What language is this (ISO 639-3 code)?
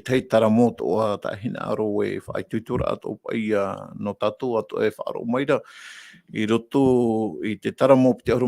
tah